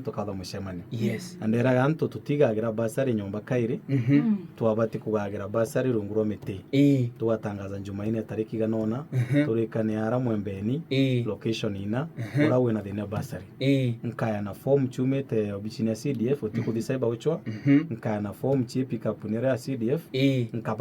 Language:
Meru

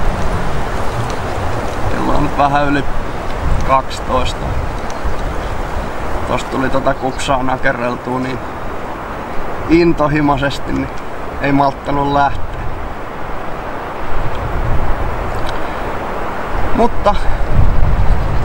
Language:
Finnish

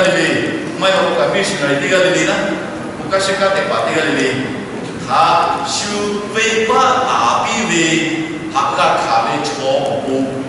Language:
Lahu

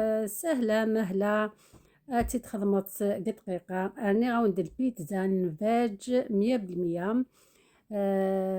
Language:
Algerian Arabic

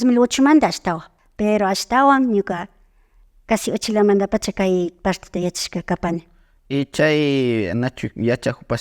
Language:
Imbabura Highland Quichua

